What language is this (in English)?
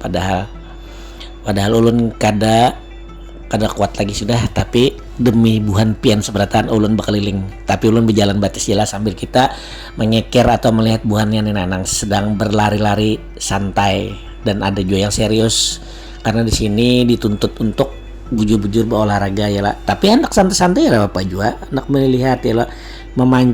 Banjar